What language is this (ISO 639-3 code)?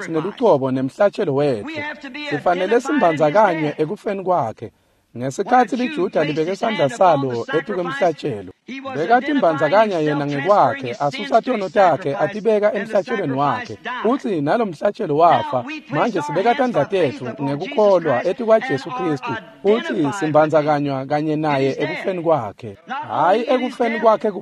ssw